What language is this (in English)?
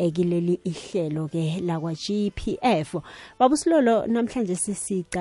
South Ndebele